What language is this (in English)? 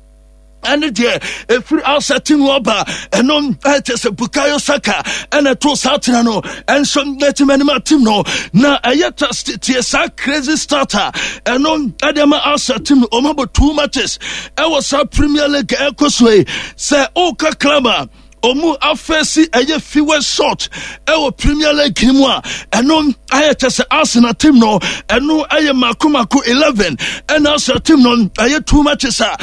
Akan